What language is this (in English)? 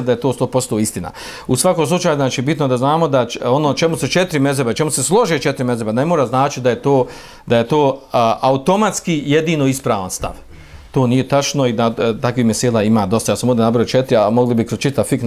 Bosnian